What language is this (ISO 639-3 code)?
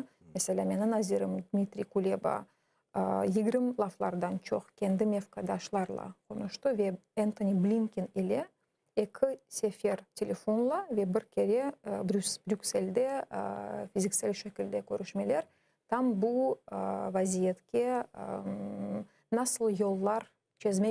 crh